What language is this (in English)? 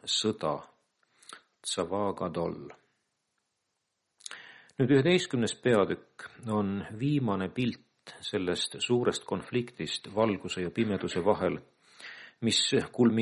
Estonian